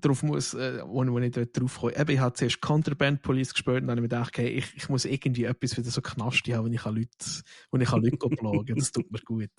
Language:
Swiss German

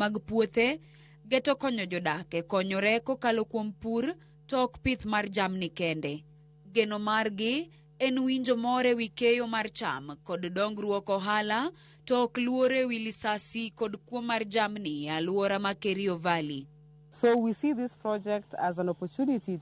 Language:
Luo (Kenya and Tanzania)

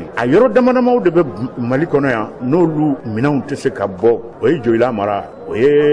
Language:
Bambara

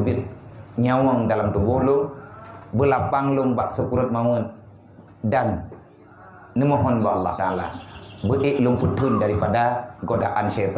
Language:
Achinese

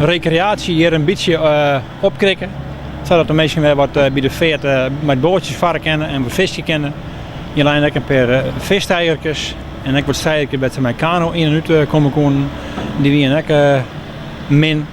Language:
Western Frisian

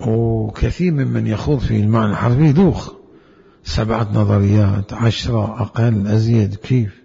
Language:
Mesopotamian Arabic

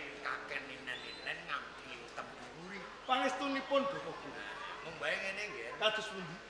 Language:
Javanese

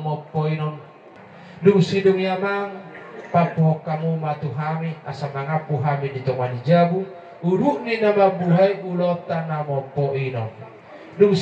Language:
Batak Toba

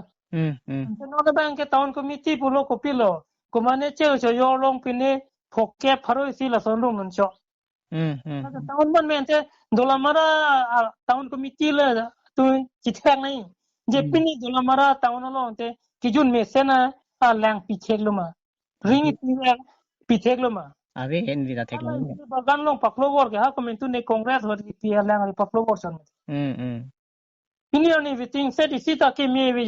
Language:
Karbi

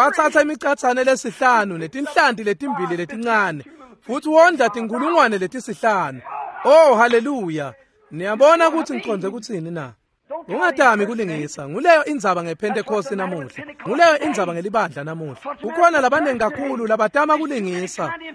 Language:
Swati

